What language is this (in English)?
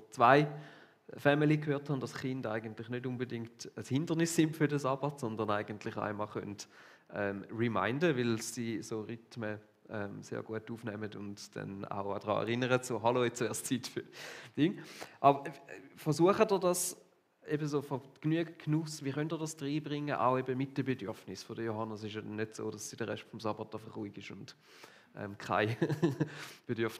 Swiss German